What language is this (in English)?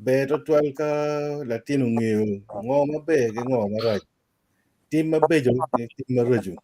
Acoli